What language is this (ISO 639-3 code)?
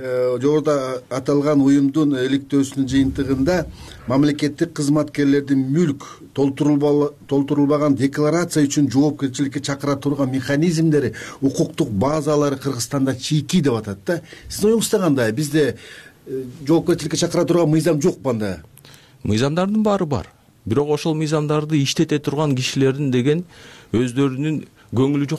kir